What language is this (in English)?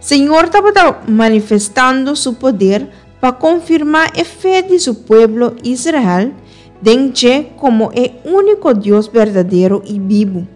Papiamento